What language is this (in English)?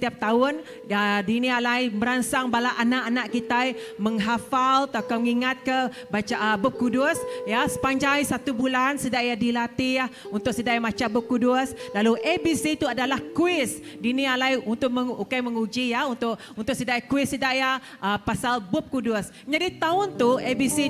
Iban